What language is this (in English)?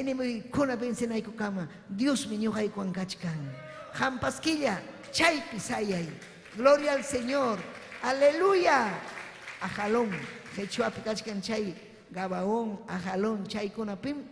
Ayacucho Quechua